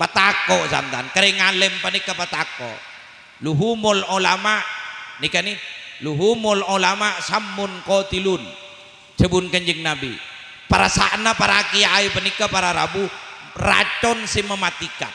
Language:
Madurese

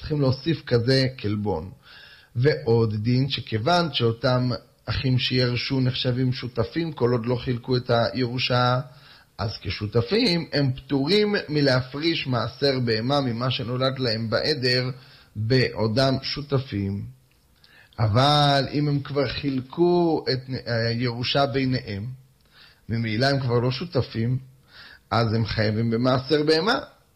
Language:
Hebrew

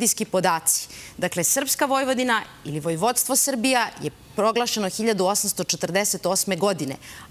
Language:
Serbian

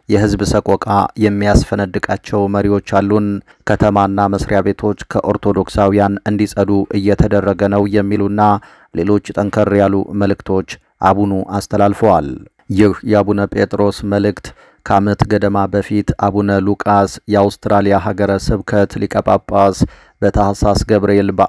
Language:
Amharic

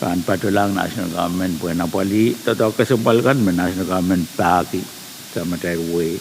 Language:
Pohnpeian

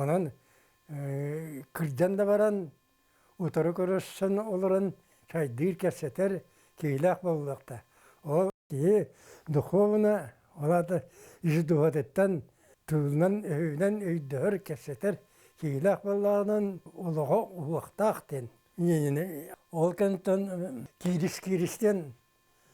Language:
Yakut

